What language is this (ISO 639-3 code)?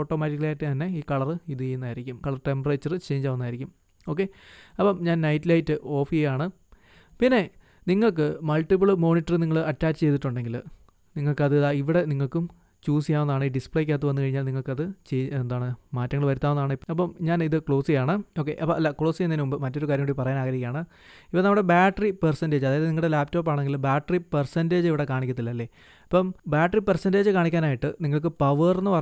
mal